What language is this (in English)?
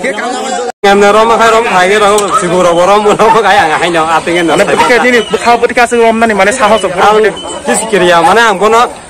Kok Borok